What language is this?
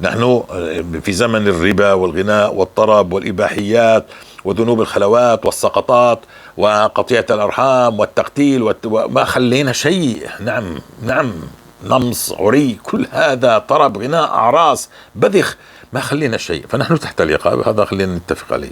North Levantine Arabic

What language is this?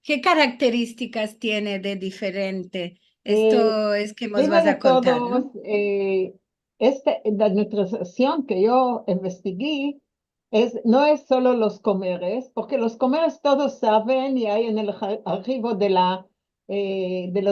Ladino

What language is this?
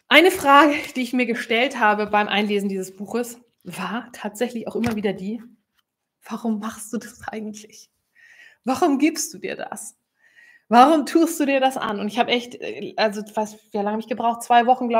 German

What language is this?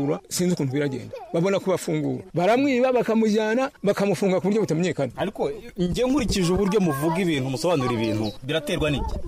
Kinyarwanda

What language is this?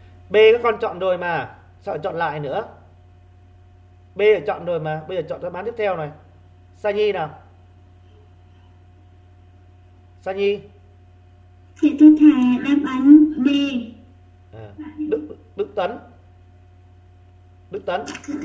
Vietnamese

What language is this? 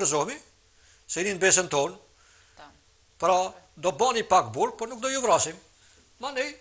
Albanian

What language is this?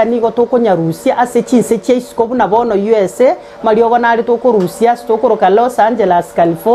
Gusii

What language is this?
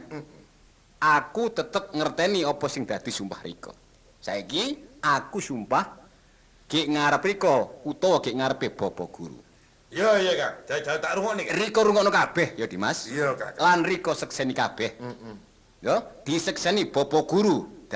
Javanese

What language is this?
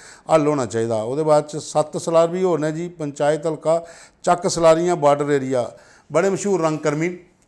Dogri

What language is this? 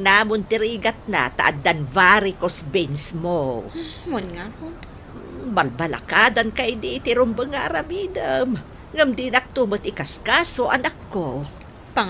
Iloko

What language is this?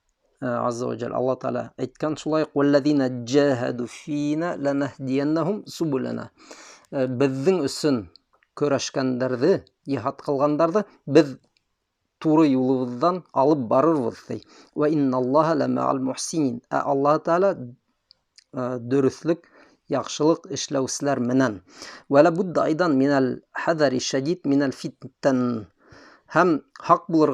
Bashkir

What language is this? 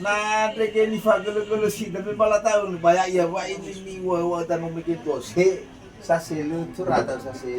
Nias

